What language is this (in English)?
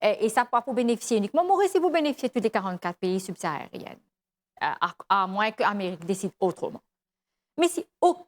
Morisyen